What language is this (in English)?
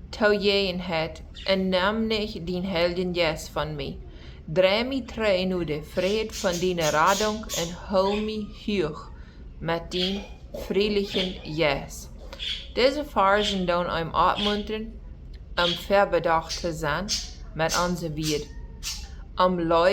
Plautdietsch